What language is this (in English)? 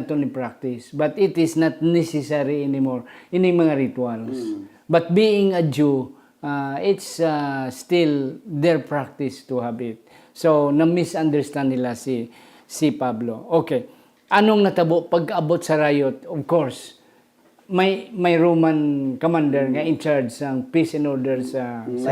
Hiligaynon